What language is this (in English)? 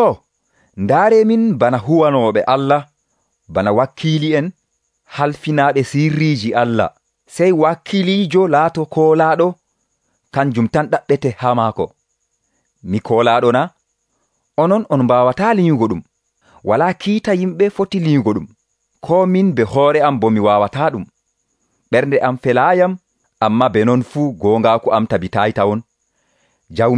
Nigerian Fulfulde